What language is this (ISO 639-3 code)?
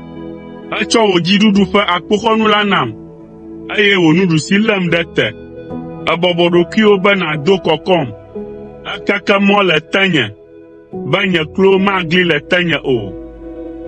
ewe